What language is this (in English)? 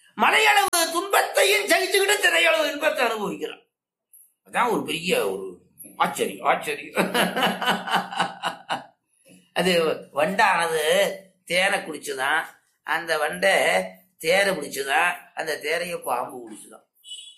Tamil